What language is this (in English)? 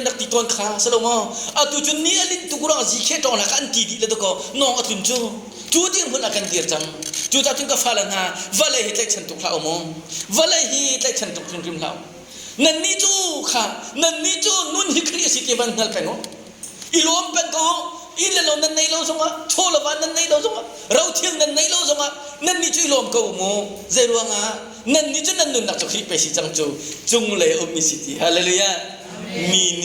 Hakha Chin